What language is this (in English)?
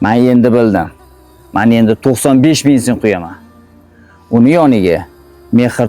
Uzbek